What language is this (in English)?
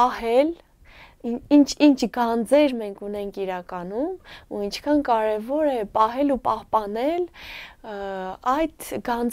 Armenian